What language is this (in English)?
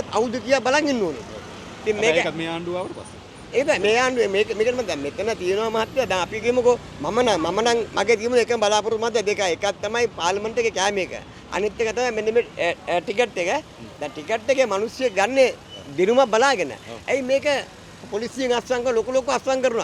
Sinhala